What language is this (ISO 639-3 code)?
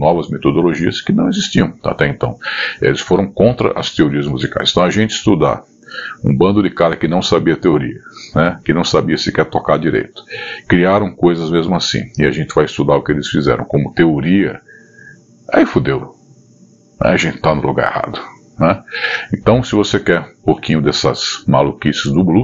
por